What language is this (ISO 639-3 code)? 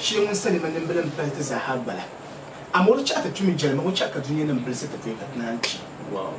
dag